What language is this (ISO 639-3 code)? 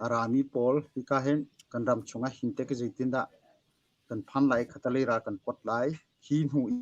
cnh